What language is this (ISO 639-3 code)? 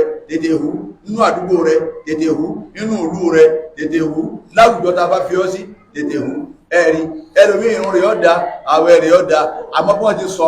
yor